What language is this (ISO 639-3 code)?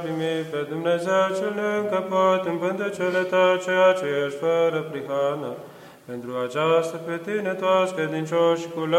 ron